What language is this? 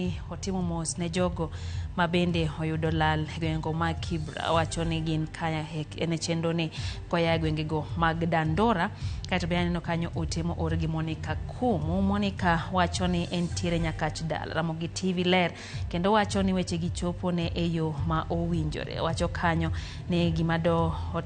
Luo (Kenya and Tanzania)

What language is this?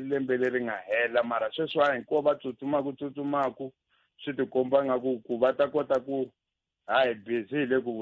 Tsonga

